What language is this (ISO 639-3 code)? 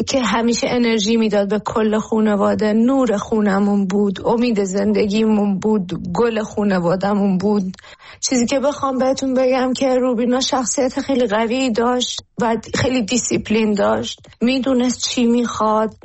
fas